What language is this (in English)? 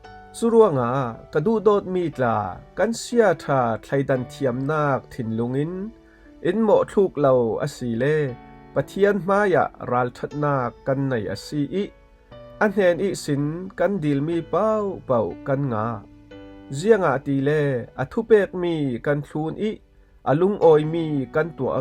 Falam Chin